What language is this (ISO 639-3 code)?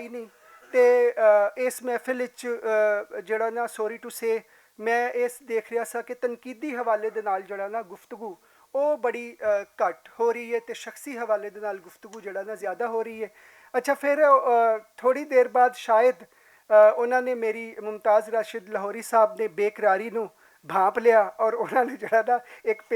lah